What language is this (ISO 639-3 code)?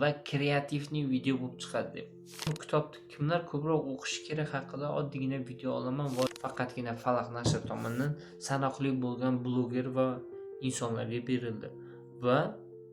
uzb